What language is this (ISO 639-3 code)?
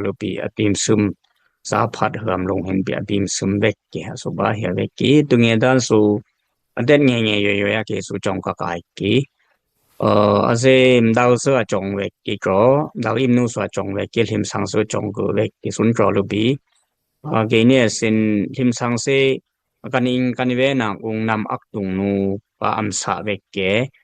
dis